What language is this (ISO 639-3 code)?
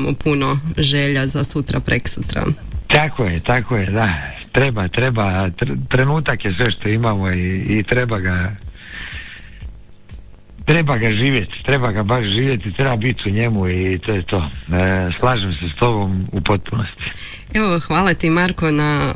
hrv